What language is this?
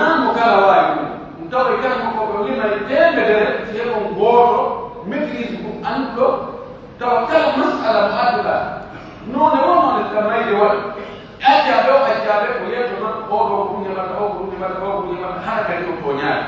Pular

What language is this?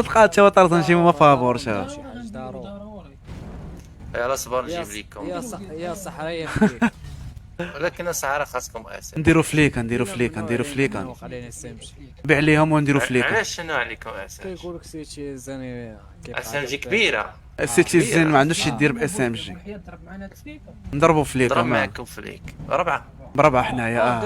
Moroccan Arabic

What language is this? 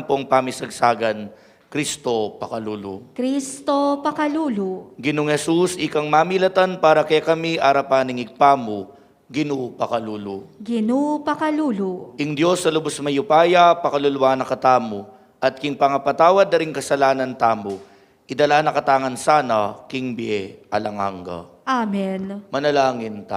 Pampanga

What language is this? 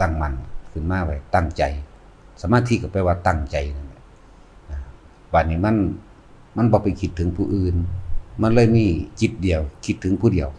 Lao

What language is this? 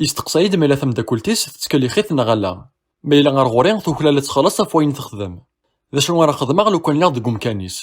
Kabyle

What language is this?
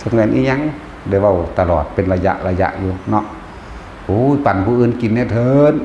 Lao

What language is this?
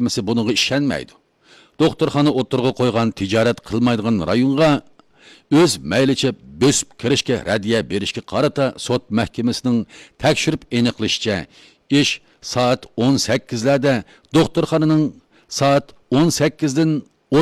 Uyghur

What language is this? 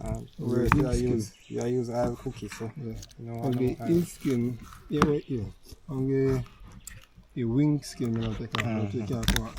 Jamaican Creole English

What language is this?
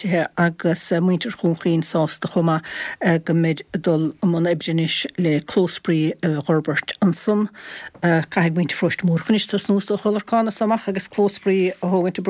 Irish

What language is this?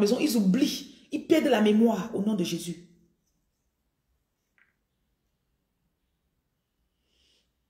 French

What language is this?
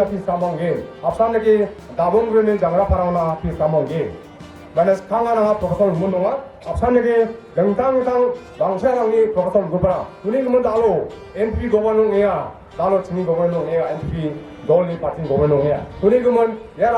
Garo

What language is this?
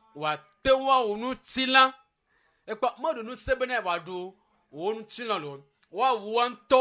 Ewe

